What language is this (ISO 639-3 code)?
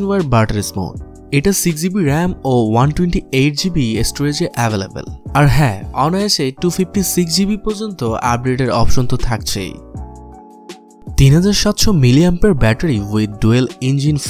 ben